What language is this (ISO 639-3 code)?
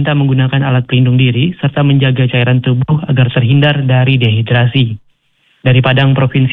ind